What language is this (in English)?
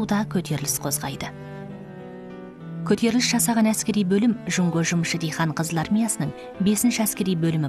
Kazakh